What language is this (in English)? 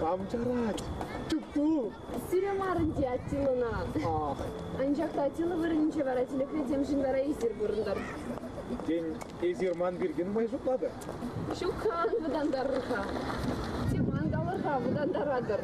Chuvash